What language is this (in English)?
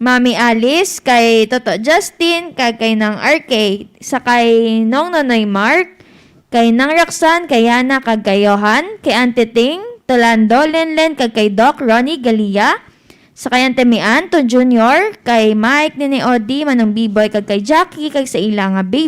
Hiligaynon